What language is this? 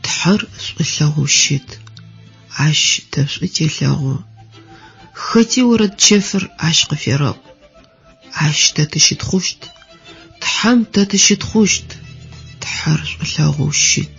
Adyghe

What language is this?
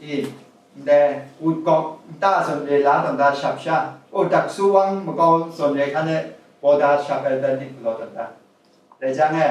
Kachin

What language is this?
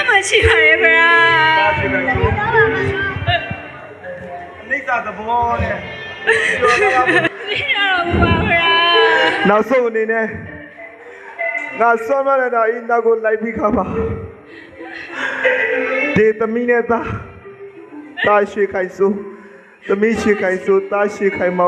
Burmese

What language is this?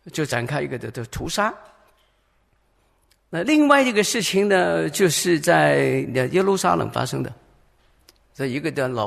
Chinese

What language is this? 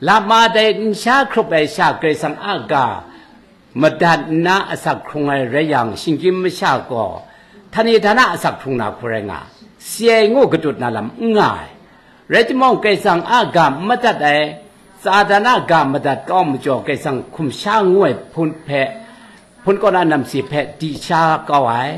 Kachin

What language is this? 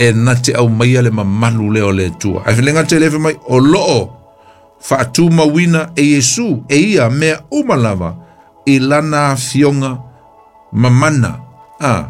Samoan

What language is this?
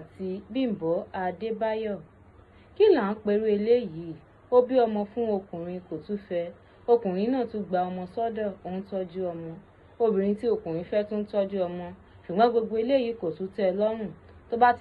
Yoruba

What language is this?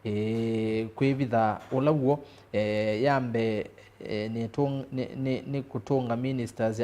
Kamba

